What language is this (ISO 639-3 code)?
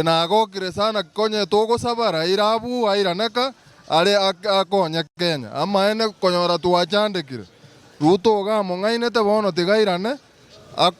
guz